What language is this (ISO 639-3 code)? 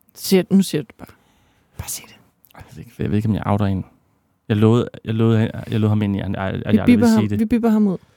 dan